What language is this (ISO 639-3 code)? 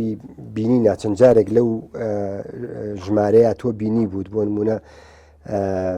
ckb